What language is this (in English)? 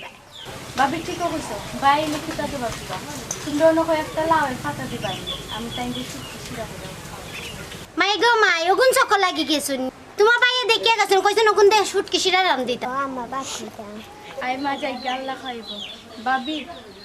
Sylheti